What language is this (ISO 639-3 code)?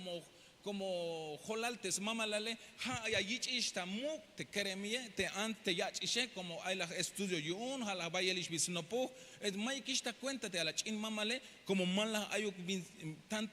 tzh